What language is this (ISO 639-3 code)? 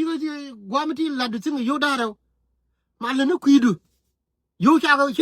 nus